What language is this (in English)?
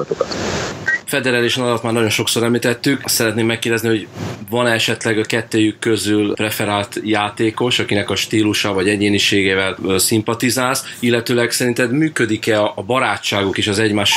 Hungarian